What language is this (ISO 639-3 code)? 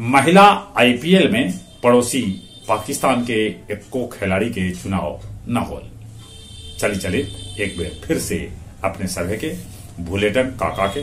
mag